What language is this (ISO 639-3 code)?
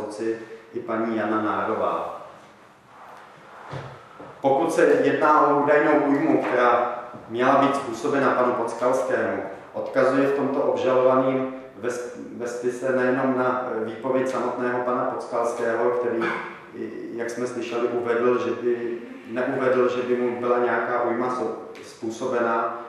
ces